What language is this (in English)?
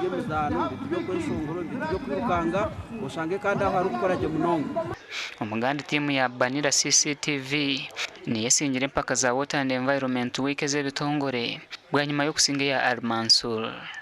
Nyankole